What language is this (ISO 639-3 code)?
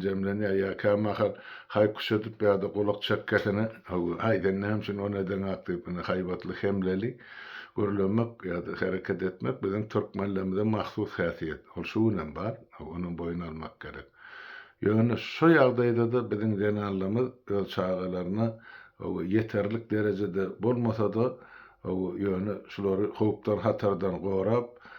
tuk